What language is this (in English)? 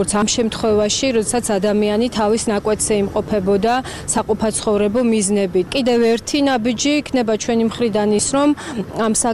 Georgian